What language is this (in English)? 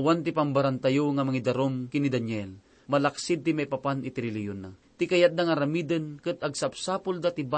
Iloko